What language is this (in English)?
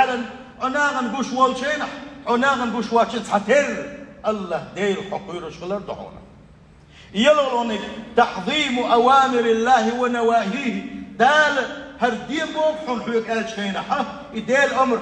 Chechen